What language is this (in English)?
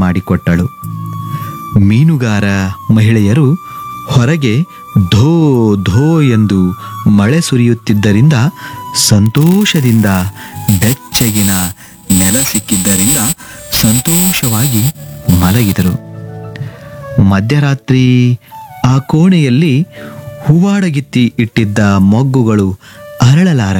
Kannada